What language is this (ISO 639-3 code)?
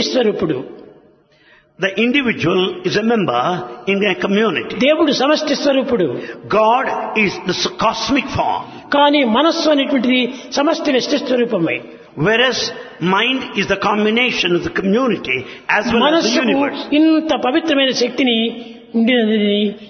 tel